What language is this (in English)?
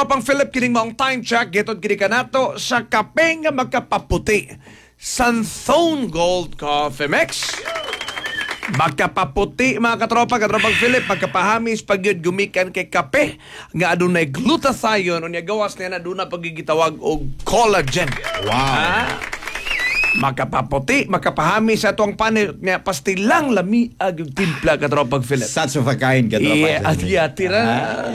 Cebuano